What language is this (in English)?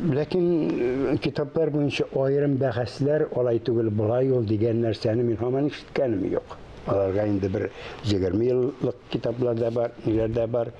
Tatar